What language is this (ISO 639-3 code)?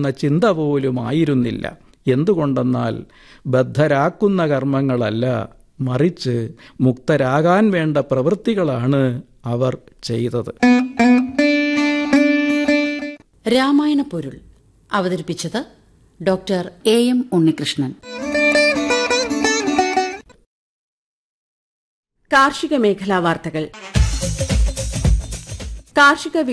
mal